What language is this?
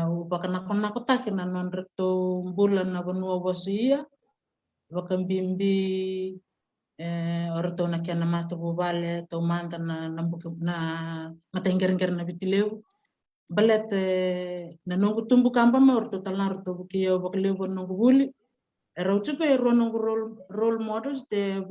Fijian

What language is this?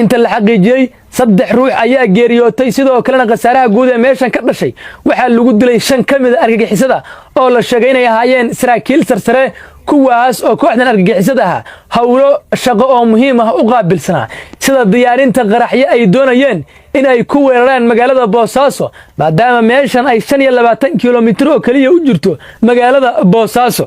Somali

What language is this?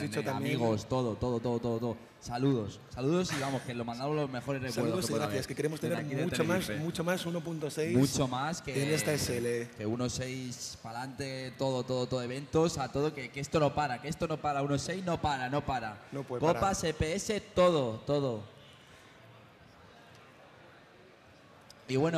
Spanish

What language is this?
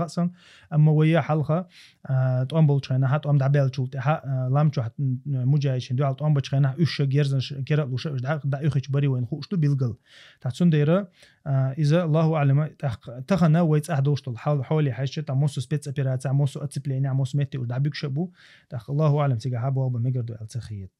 Chechen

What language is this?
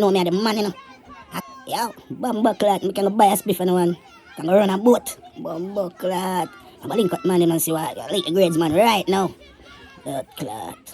Jamaican Creole English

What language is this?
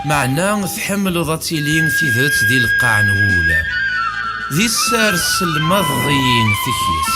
Kabyle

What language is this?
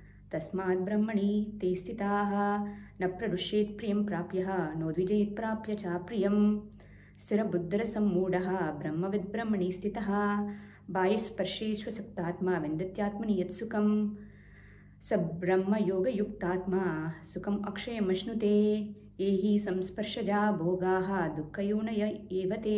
Sanskrit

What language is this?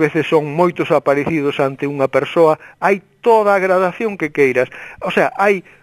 Galician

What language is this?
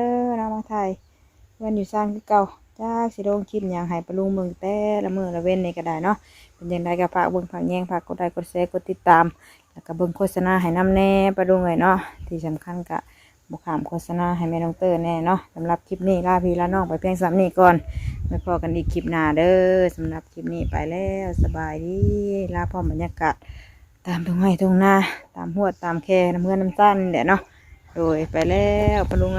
Northeastern Thai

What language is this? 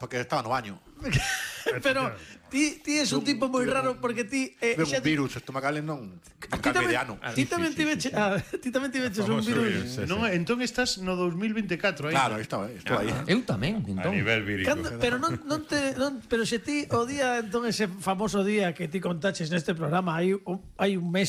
Galician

